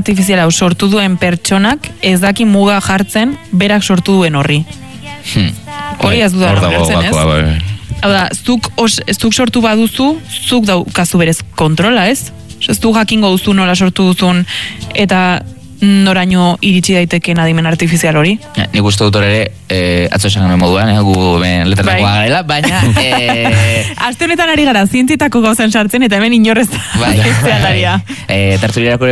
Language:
Basque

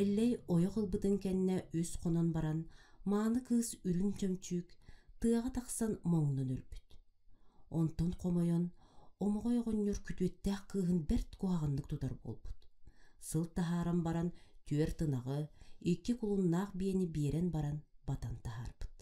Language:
Yakut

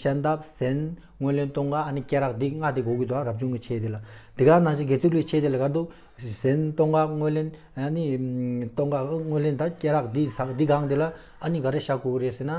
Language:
Tibetan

